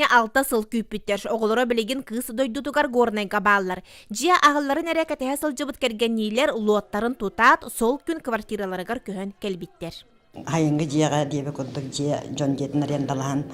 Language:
Yakut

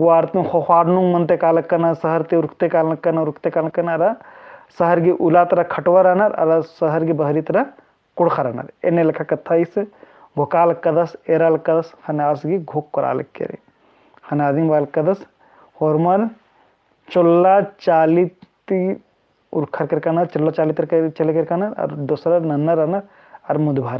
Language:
Kurukh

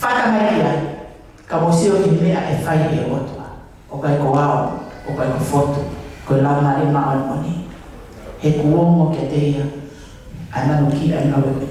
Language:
Tongan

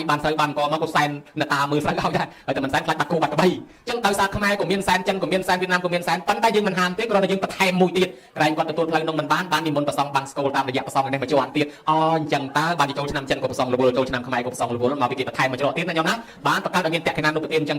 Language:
Khmer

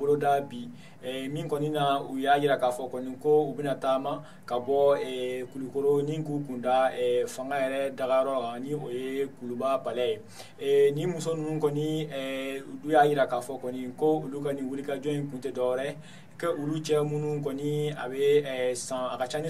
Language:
Bambara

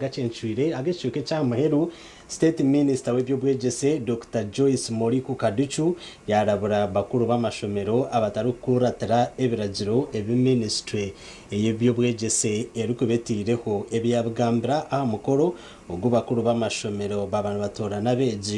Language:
Nyankole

